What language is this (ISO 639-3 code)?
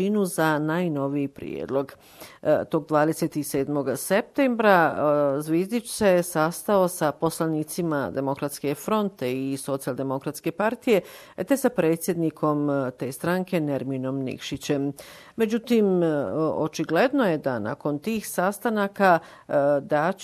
bos